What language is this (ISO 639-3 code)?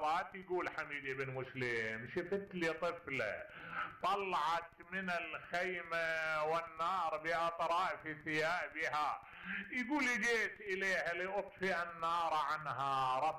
acm